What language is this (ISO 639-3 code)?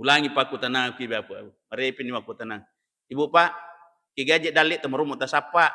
bug